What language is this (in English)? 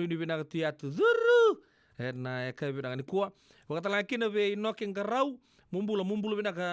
Fijian